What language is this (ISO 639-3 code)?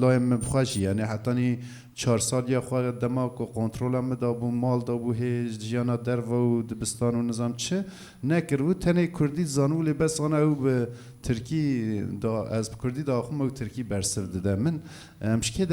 kur